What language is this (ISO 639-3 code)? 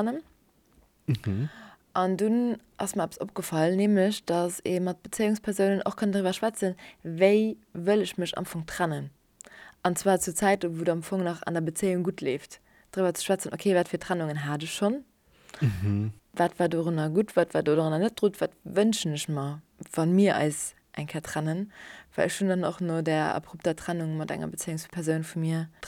ltz